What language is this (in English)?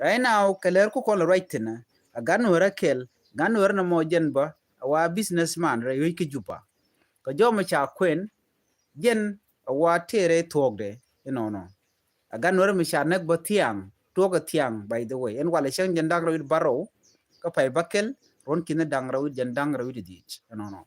Nuer